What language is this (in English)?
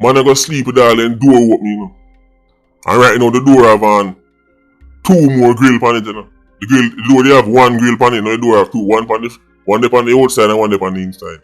Jamaican Creole English